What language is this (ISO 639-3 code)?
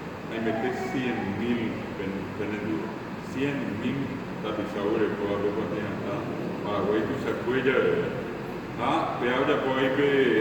grn